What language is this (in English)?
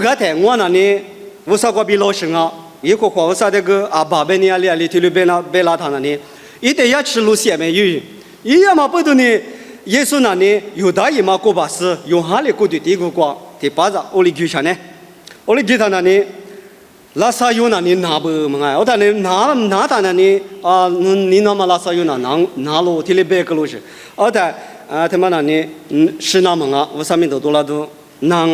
Lisu